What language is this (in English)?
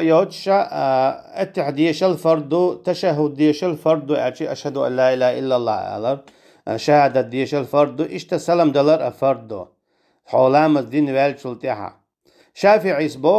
Chechen